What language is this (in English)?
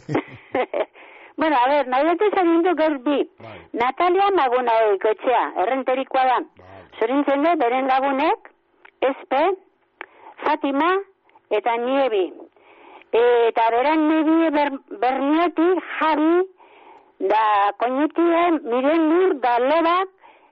Basque